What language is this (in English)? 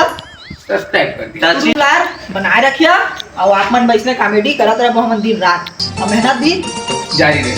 Chhattisgarhi